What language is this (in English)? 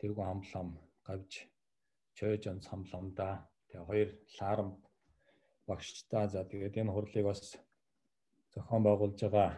Mongolian